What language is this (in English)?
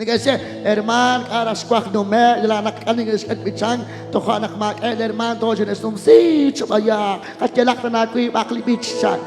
Kekchí